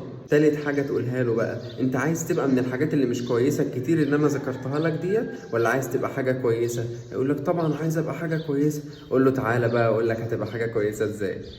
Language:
Egyptian Arabic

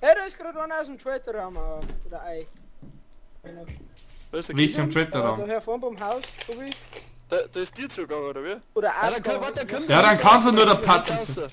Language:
Bavarian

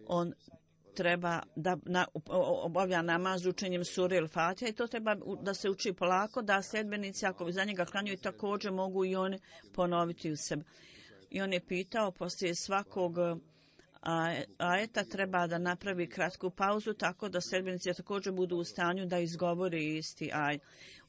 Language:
Bosnian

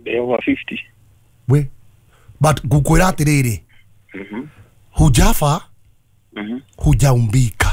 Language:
Kikuyu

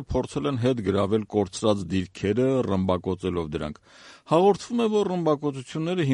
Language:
Armenian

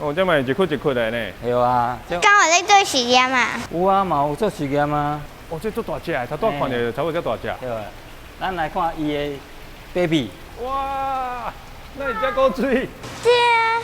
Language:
Min Nan Chinese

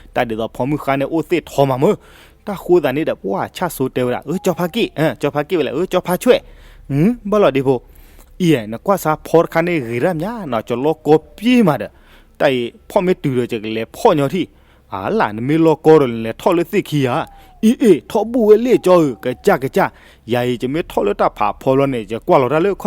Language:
S'gaw Karen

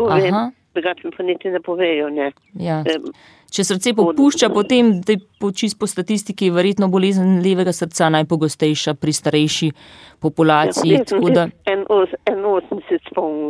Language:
Slovenian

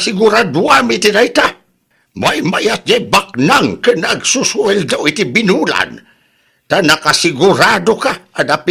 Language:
Iloko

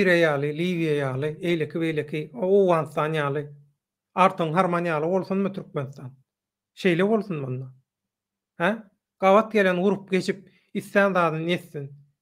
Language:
Turkmen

